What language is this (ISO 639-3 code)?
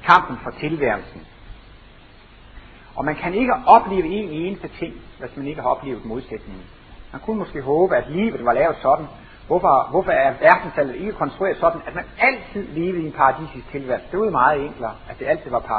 dan